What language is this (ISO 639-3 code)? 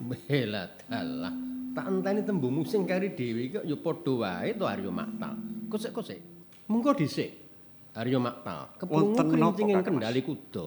jav